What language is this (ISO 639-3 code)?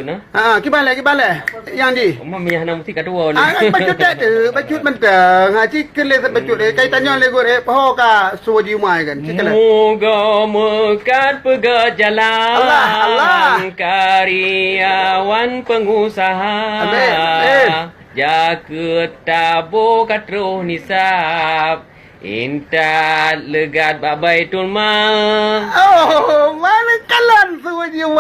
ace